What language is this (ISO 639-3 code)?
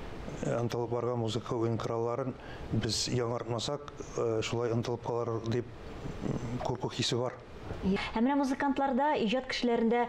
tat